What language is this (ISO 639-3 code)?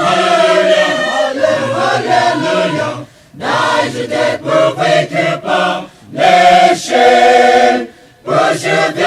pmx